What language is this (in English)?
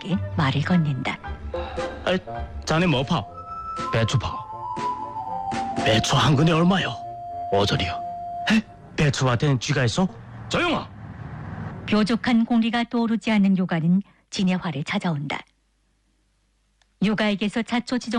Korean